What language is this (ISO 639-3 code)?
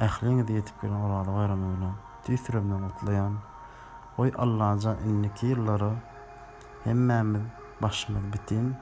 tuk